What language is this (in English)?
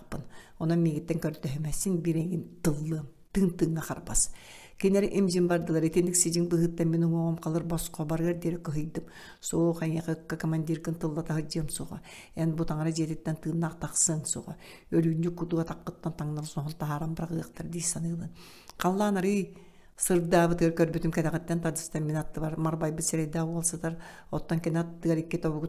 Yakut